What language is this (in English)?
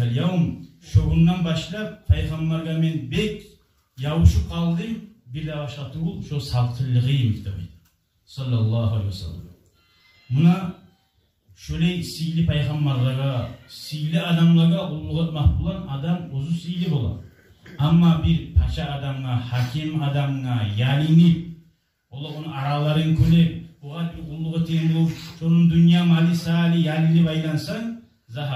Kumyk